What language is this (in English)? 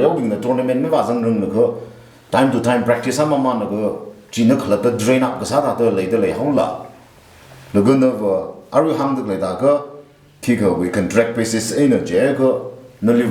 Tangkhul Naga (India)